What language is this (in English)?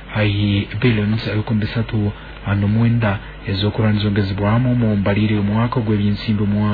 Nyoro